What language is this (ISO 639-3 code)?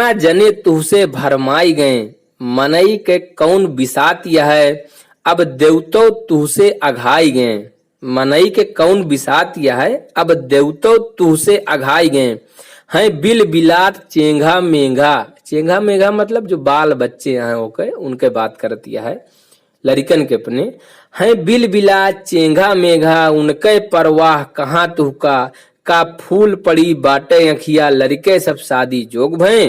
awa